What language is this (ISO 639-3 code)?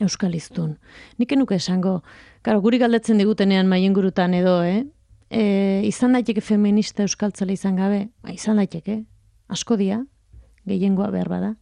eus